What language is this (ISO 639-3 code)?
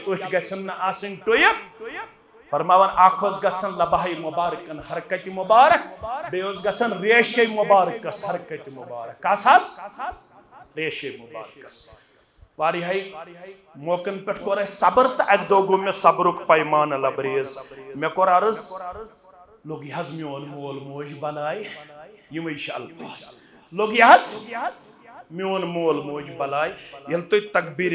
kas